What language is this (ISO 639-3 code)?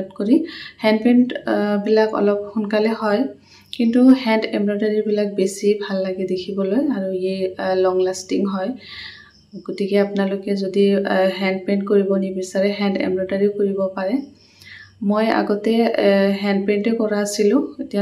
asm